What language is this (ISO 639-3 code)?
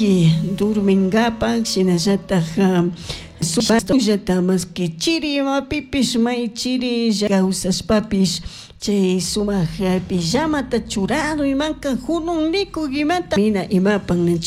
qug